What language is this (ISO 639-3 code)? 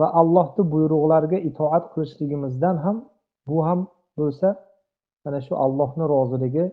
uzb